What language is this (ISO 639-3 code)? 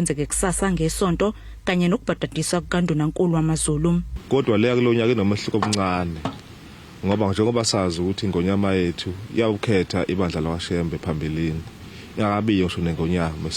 zul